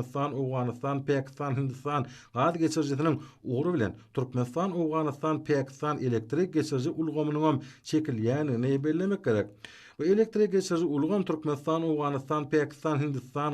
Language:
Turkmen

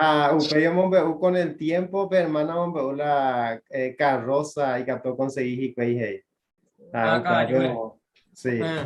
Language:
Guarani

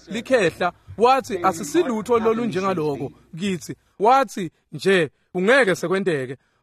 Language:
Swati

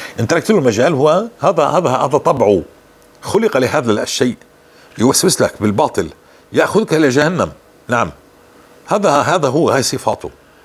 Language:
North Levantine Arabic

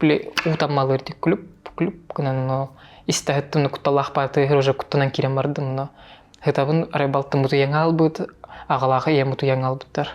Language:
Yakut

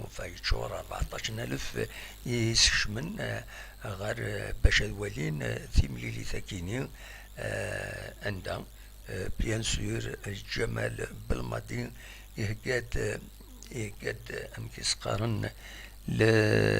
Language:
Kabyle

